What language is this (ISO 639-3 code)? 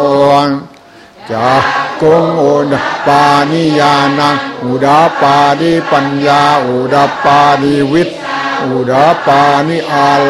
tha